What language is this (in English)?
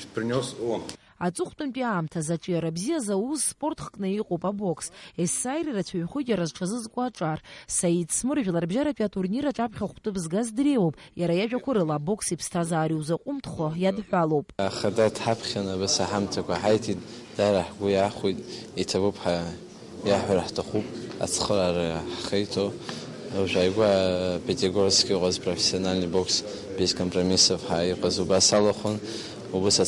Abkhazian